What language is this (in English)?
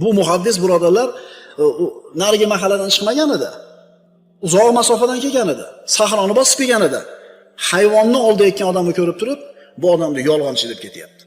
Uzbek